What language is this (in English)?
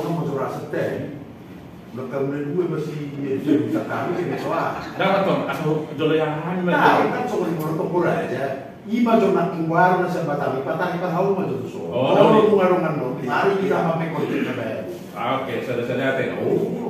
Batak Toba